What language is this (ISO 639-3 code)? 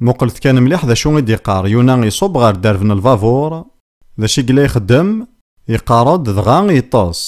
kab